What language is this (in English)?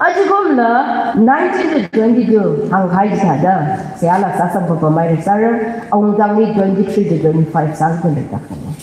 Tangkhul Naga (India)